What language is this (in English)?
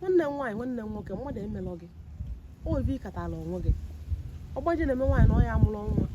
Igbo